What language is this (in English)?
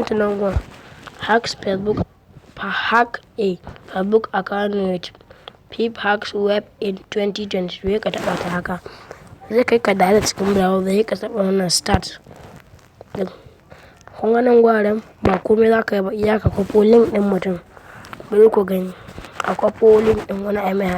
Hausa